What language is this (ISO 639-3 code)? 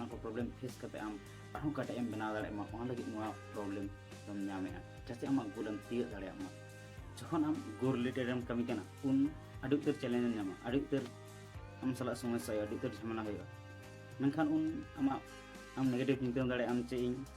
sat